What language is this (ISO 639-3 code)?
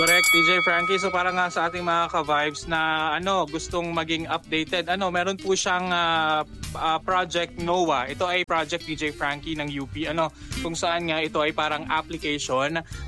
fil